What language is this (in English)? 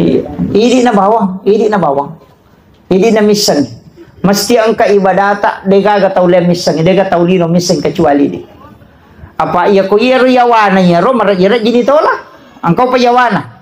Buginese